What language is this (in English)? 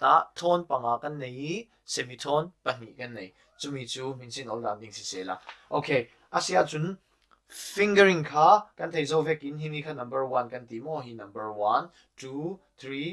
Falam Chin